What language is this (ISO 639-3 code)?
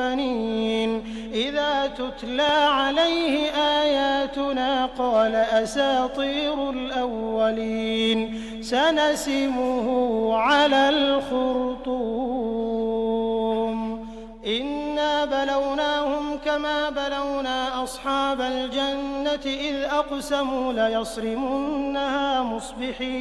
ara